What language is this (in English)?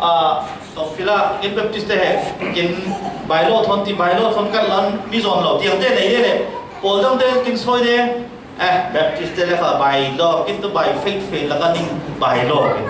Falam Chin